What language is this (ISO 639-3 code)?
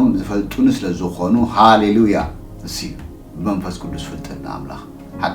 tir